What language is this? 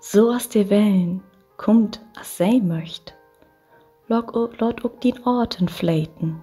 Low German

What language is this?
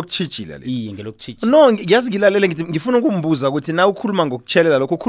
South Ndebele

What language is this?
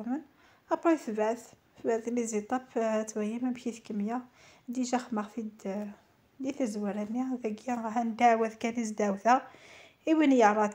Kabyle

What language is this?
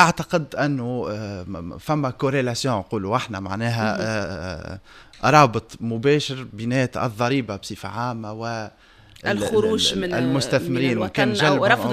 Tunisian Arabic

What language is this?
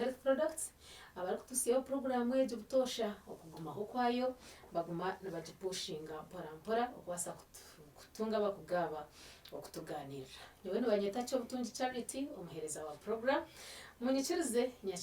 Nyankole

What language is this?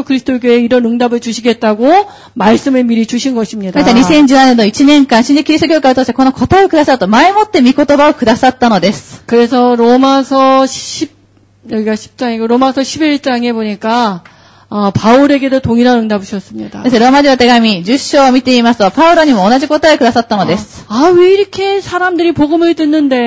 Korean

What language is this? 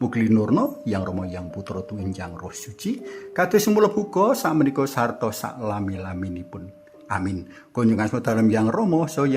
Javanese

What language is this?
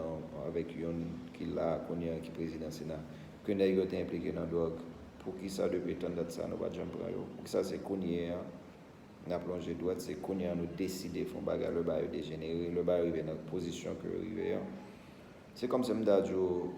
Haitian Creole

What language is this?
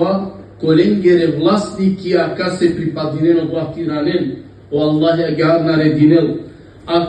Balkan Romani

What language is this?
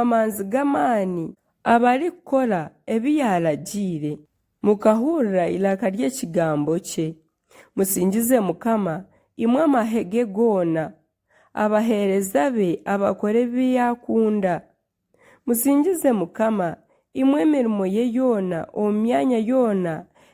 Nyankole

